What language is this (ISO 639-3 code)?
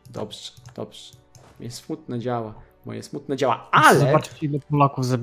pol